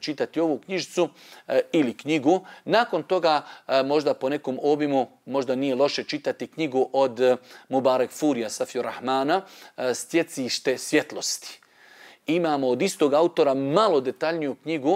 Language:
Bosnian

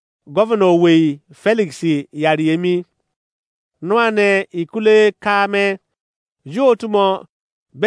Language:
Izon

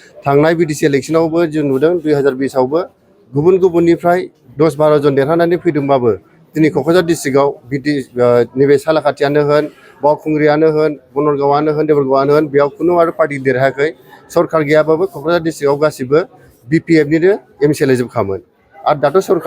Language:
Bodo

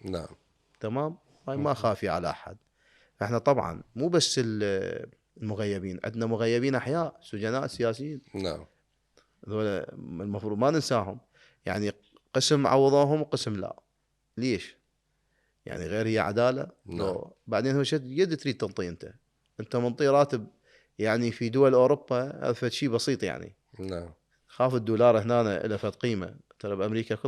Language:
Mesopotamian Arabic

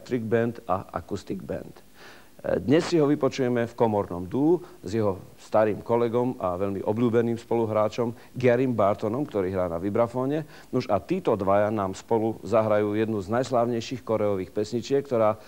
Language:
Slovak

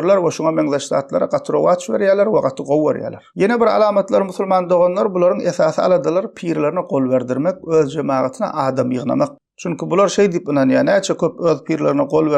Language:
Turkmen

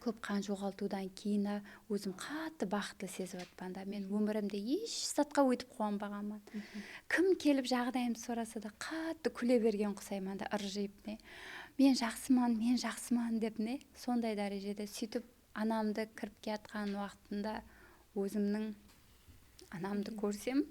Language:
Kara-Kalpak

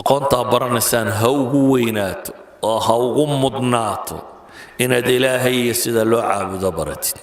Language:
Somali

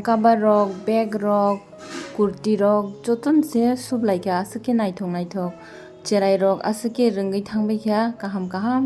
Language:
Kok Borok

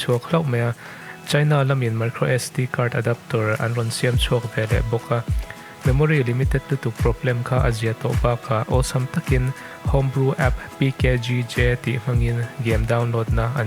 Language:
Mizo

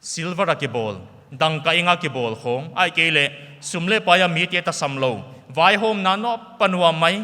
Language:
Paite Chin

